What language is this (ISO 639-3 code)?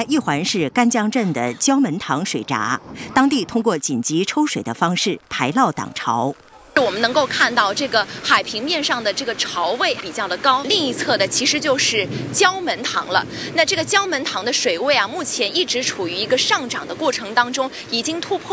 zho